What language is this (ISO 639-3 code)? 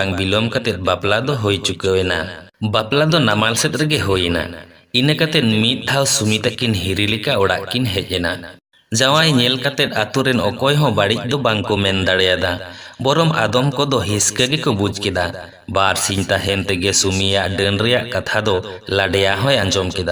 sat